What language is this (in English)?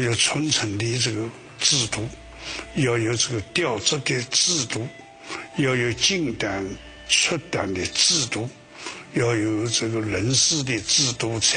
Chinese